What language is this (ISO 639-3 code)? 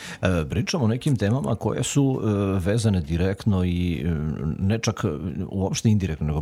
srp